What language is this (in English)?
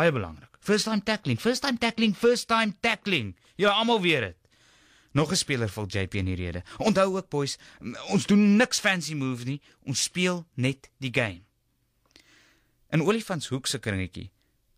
Afrikaans